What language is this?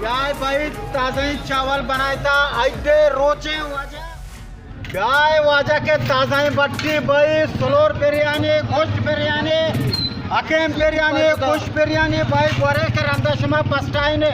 Baluchi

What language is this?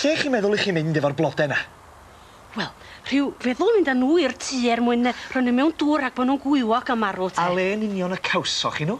Welsh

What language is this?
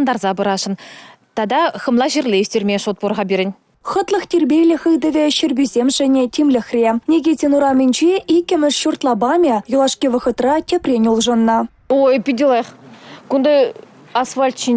Chuvash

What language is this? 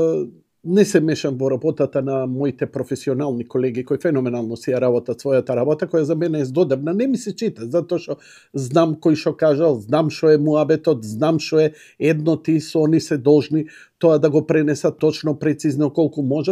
Macedonian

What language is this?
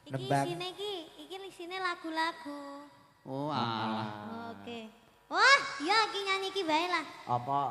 Javanese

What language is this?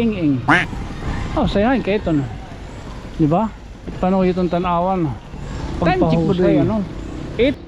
Waray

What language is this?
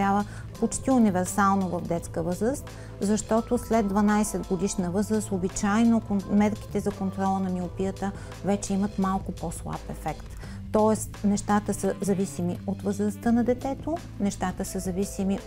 Bulgarian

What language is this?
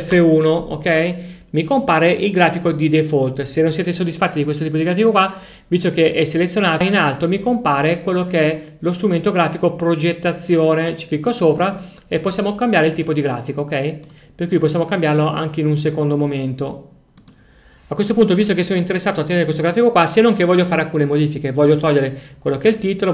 Italian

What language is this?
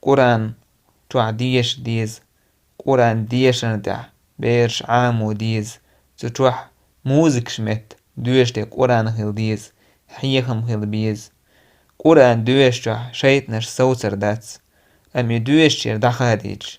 Chechen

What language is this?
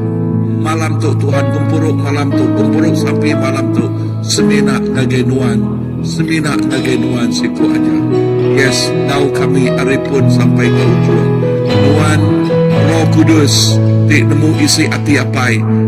Iban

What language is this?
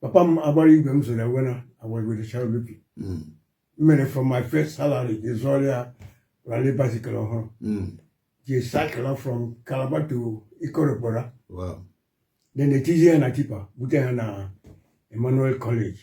Igbo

